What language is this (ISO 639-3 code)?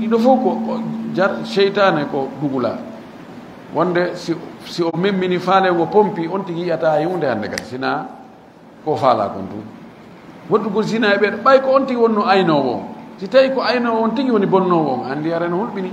ful